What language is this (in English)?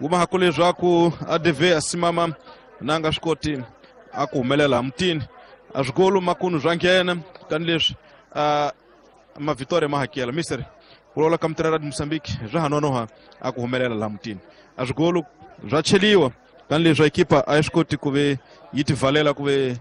Tsonga